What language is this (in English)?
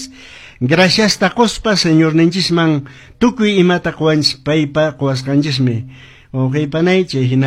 Quechua